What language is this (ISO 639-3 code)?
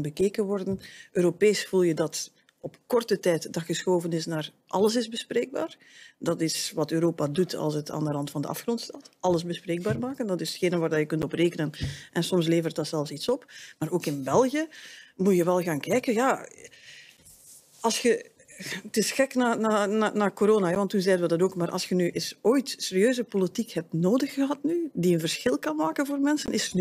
nld